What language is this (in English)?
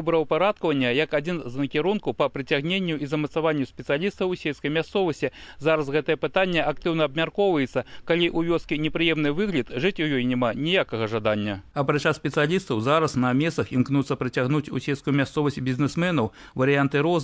Belarusian